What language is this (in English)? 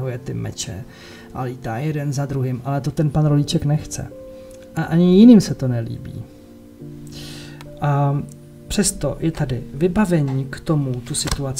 Czech